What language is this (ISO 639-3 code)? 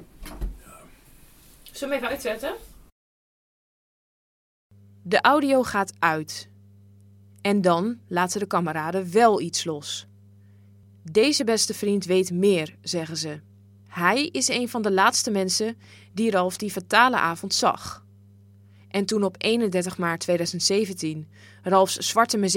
nld